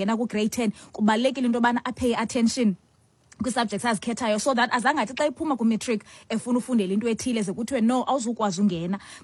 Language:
Xhosa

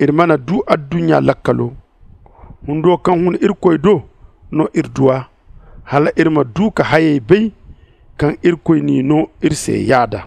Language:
Zarma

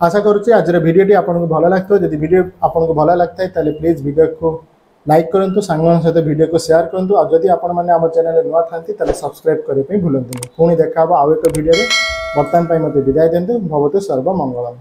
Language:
Odia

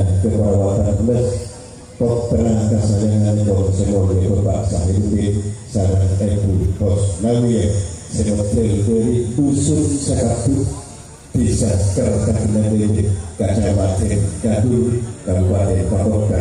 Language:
Madurese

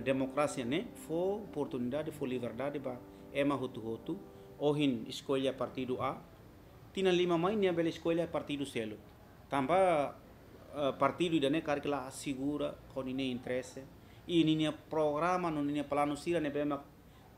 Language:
Tetum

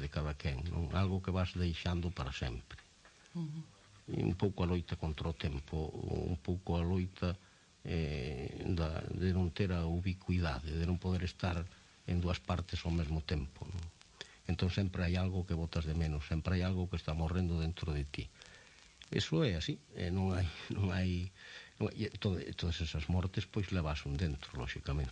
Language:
Galician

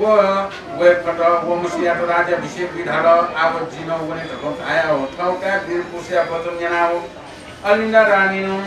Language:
Newari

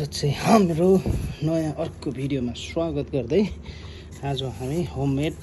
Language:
Nepali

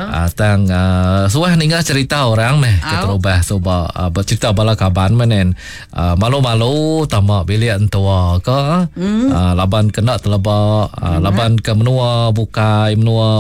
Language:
Iban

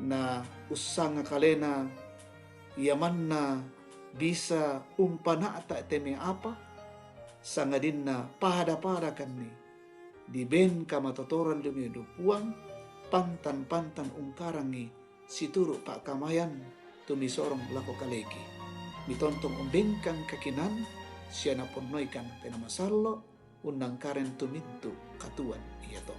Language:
Toraja-Sa'dan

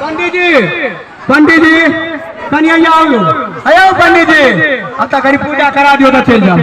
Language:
Maithili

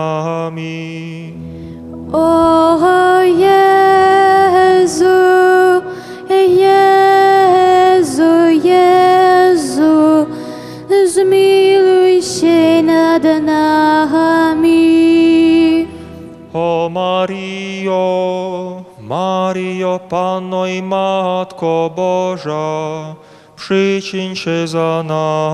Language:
Polish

